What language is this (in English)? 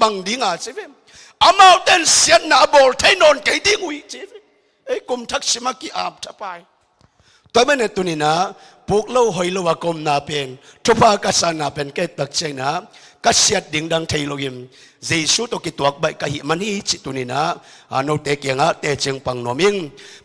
Tedim Chin